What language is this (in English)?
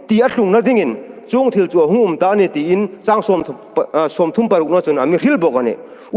Hmar